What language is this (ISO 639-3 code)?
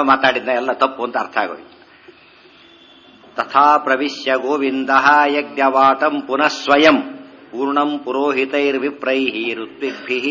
kan